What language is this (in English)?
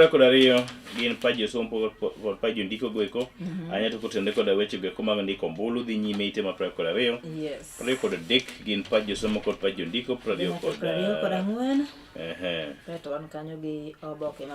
Luo (Kenya and Tanzania)